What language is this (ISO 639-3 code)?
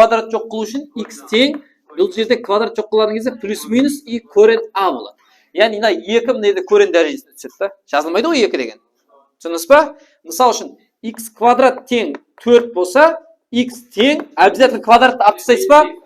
kaa